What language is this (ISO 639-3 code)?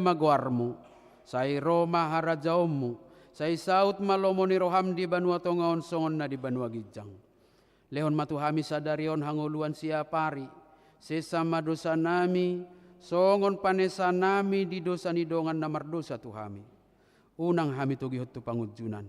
bbc